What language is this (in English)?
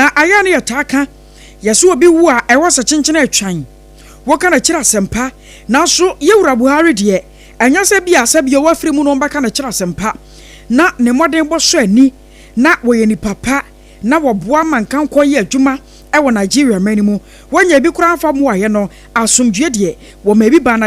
Akan